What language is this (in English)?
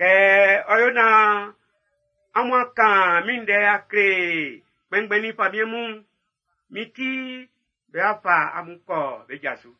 Baoulé